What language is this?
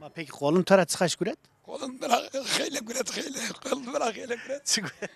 Zaza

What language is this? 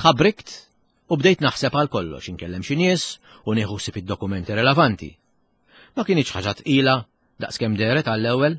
Maltese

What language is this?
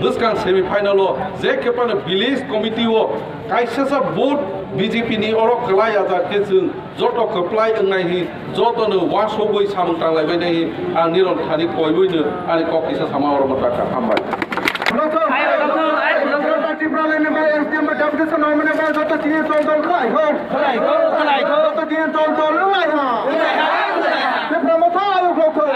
Kok Borok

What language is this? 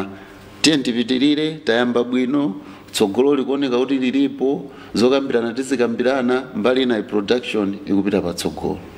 Nyanja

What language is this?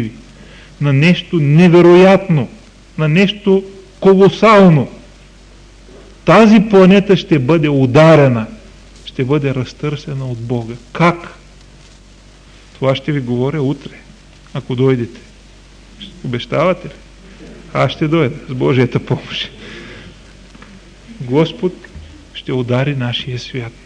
Bulgarian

